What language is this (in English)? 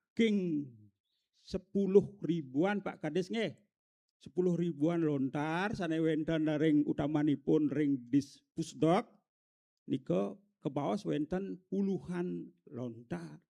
Balinese